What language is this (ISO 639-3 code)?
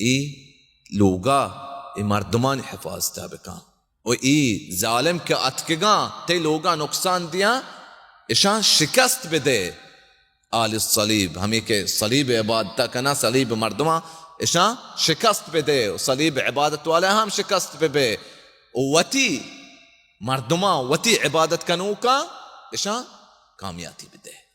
bal